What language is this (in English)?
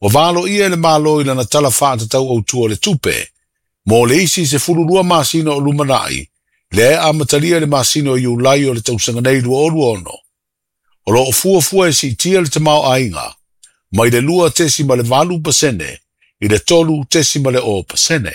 Samoan